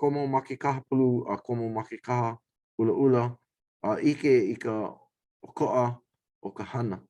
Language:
Hawaiian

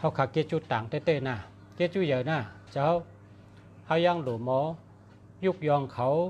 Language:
Shan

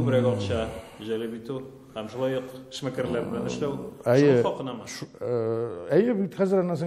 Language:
Tatar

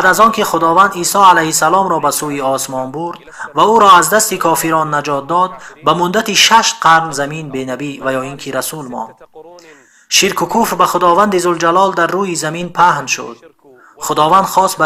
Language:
Tajik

